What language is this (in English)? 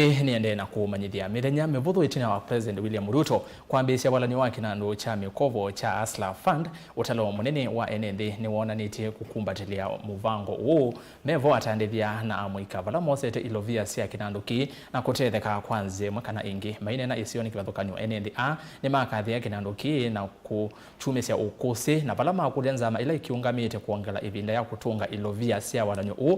Kamba